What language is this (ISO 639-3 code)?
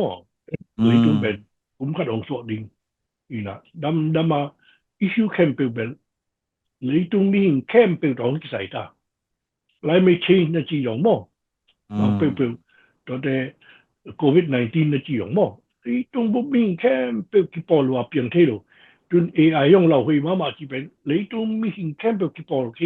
ctd